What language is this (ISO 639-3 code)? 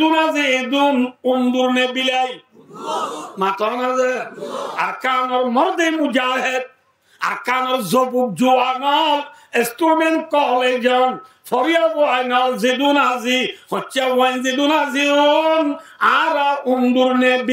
rhg